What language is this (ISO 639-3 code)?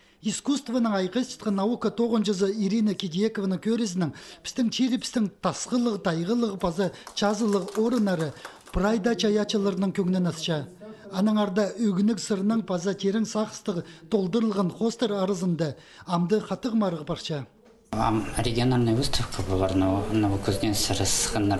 kjh